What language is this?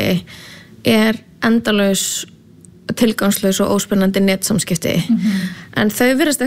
Icelandic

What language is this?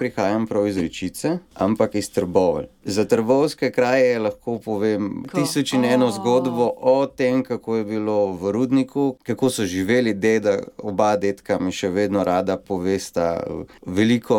Slovenian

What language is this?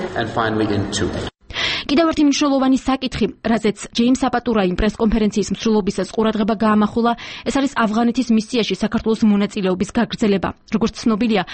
Georgian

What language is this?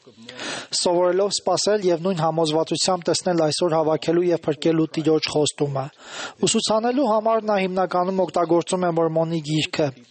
Armenian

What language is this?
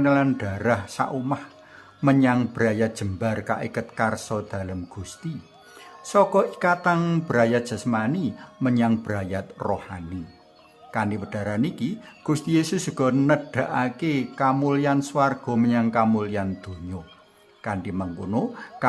Javanese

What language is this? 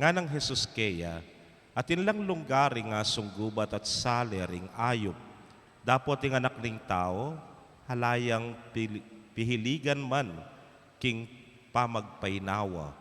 Pampanga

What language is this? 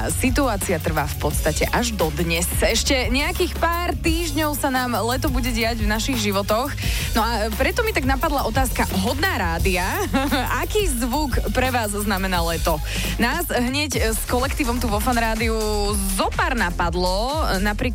Slovak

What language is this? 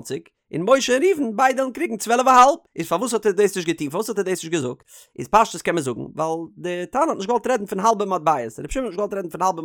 Yiddish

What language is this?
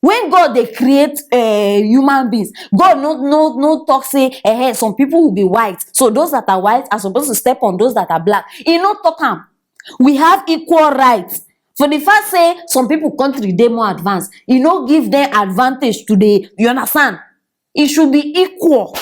Nigerian Pidgin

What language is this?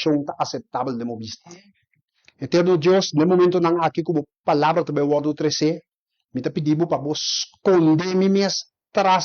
Papiamento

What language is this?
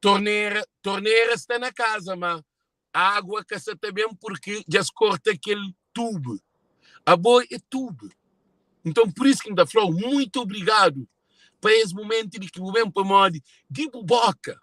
Kabuverdianu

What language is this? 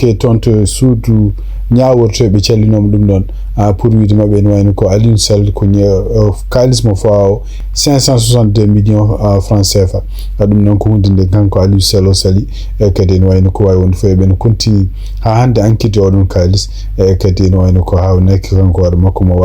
Fula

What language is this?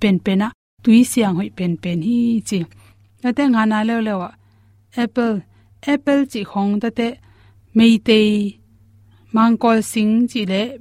Tedim Chin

